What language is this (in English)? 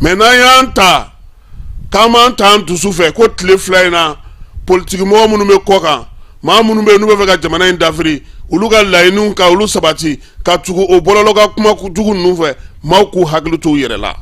Bambara